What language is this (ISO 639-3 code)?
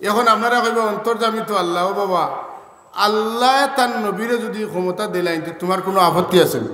syl